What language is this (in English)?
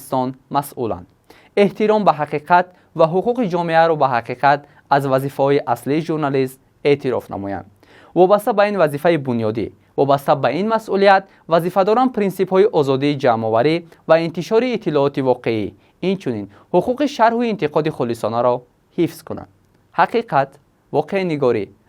Tajik